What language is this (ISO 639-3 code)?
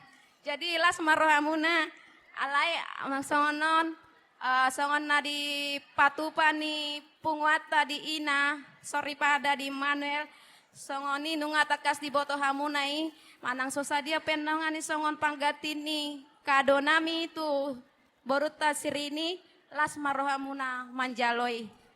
bbc